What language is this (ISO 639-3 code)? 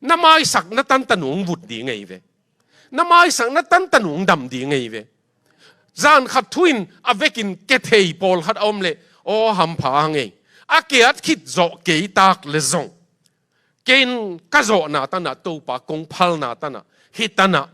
ctd